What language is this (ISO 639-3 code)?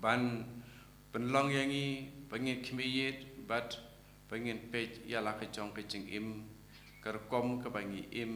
kha